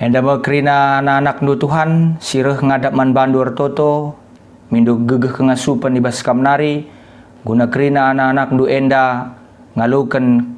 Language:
Batak Karo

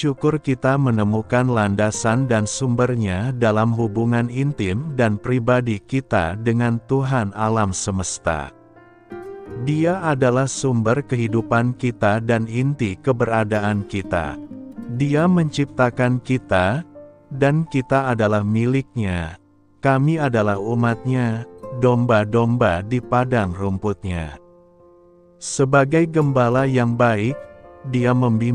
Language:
Indonesian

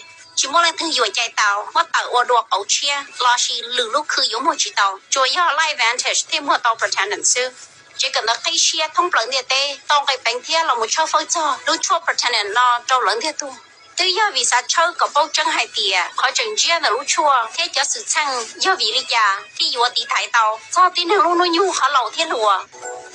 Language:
Hmong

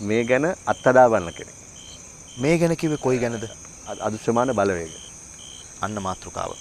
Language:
Sinhala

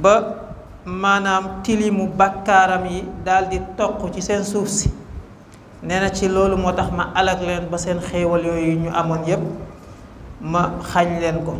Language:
Wolof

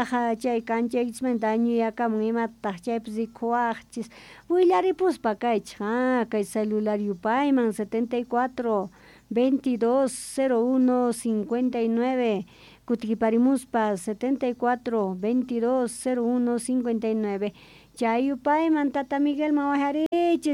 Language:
South Bolivian Quechua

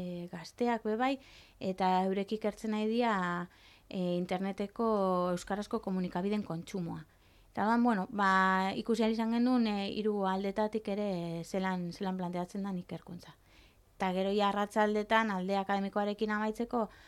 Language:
Basque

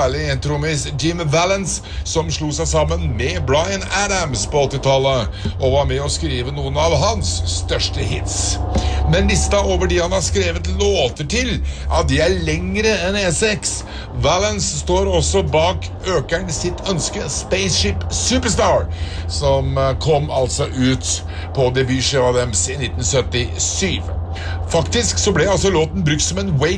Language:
Norwegian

